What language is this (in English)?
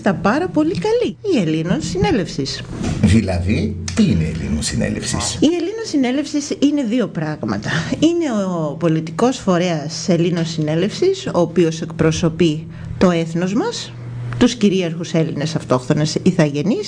Greek